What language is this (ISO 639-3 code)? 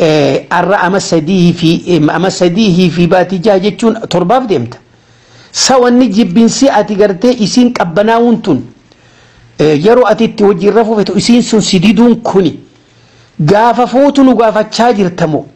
orm